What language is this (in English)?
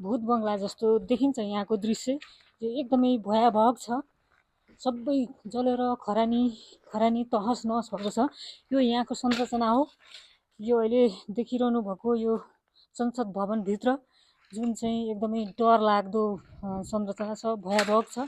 Nepali